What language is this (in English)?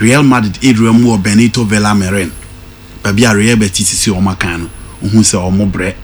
Akan